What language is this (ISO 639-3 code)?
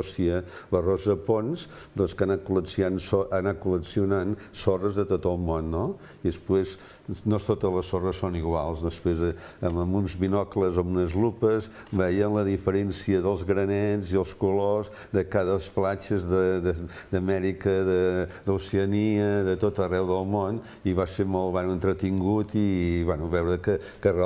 cat